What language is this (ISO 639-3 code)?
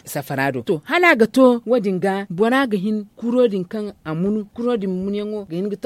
dje